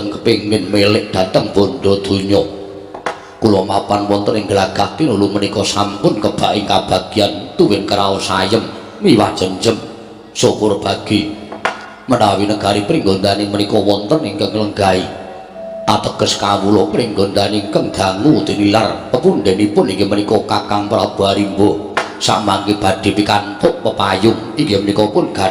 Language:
Javanese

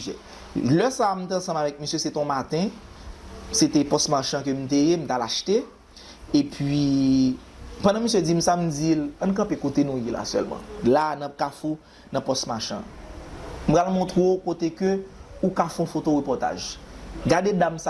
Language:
Haitian Creole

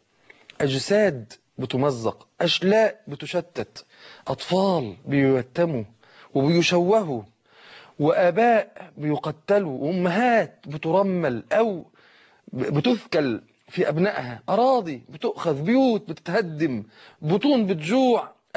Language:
Egyptian Arabic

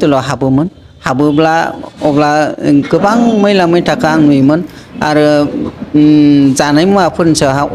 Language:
Bodo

